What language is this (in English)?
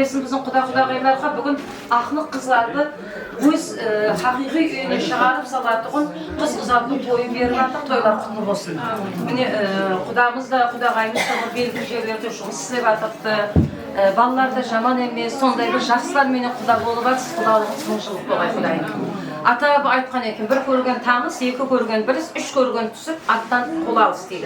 Kara-Kalpak